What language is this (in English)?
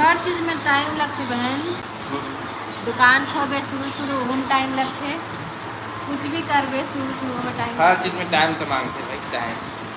Chhattisgarhi